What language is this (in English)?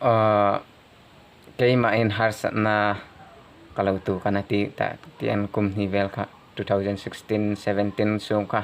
Hmar